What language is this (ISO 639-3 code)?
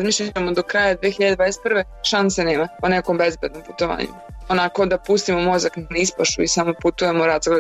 srp